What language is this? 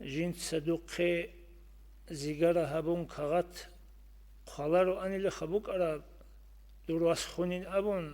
Avaric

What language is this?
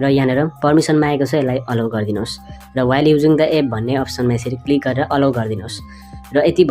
Nepali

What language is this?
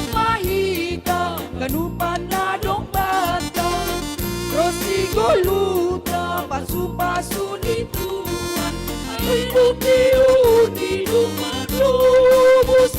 Batak Simalungun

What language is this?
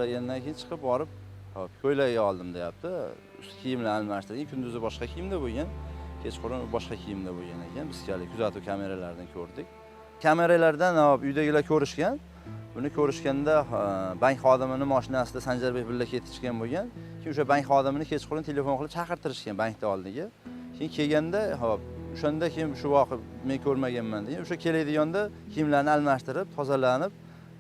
Uzbek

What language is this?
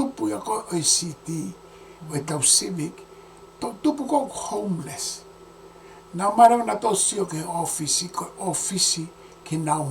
Tongan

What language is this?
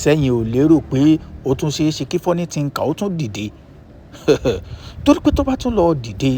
Yoruba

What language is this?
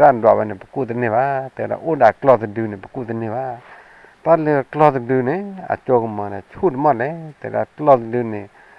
S'gaw Karen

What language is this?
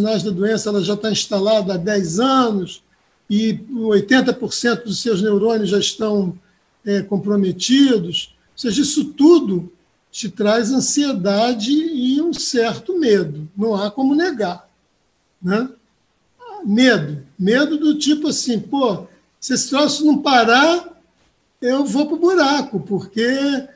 Portuguese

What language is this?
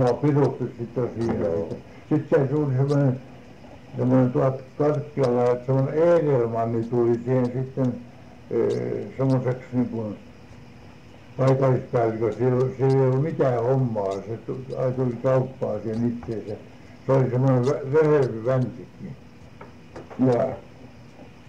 Finnish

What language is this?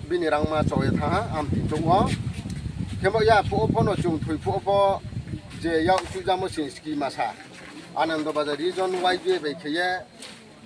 Riang (India)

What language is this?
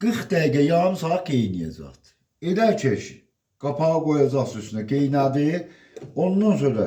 Azerbaijani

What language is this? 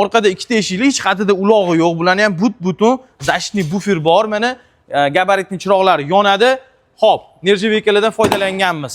Uzbek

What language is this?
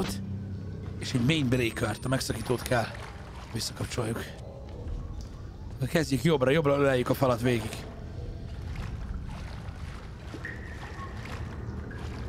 Hungarian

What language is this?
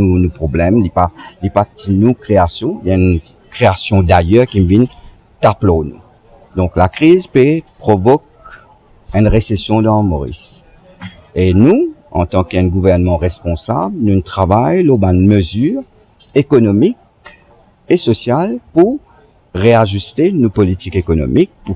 Morisyen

